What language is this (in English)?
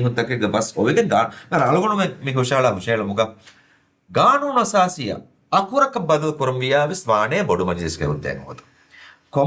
Divehi